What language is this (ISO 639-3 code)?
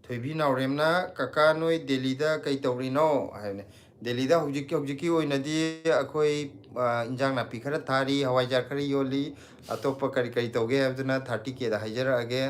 mni